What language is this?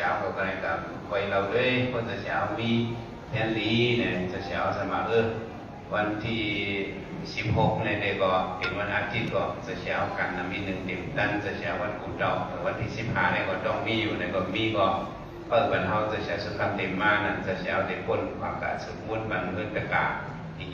Shan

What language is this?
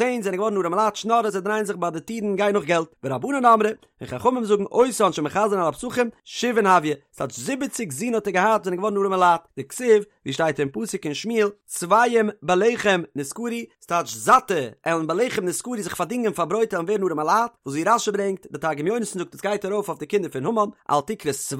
Yiddish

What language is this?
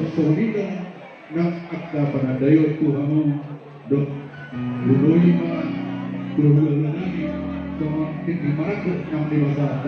Batak Toba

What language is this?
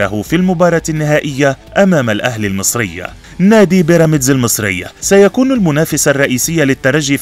Arabic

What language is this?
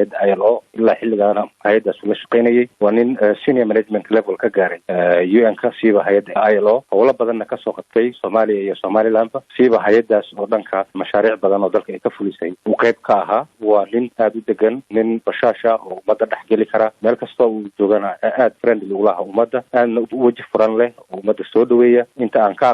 Somali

